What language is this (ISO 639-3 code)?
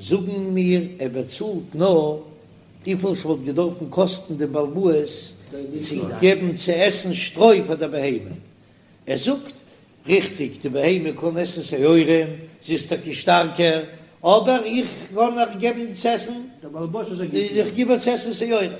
yid